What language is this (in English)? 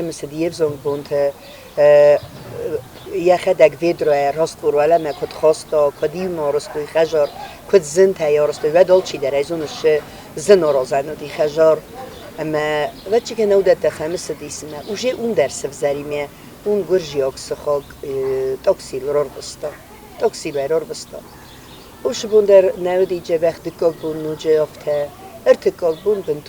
Ossetic